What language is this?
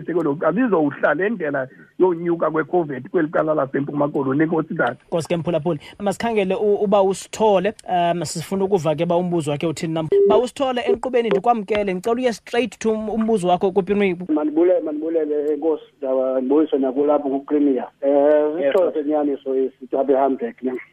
Xhosa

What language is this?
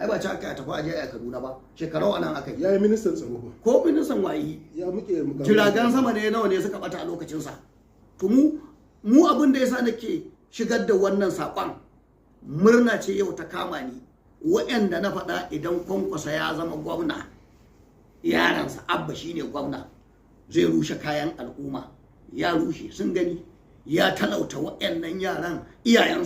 Hausa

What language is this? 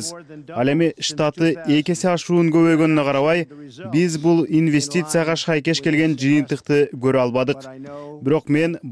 Kyrgyz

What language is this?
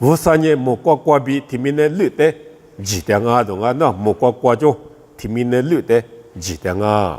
Lisu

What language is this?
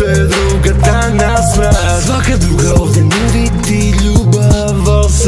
Serbian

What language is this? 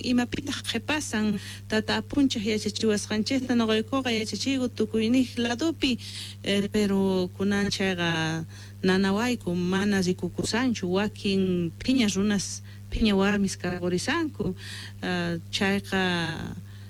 South Bolivian Quechua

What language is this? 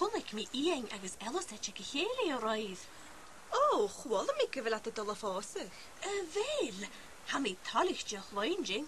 Scottish Gaelic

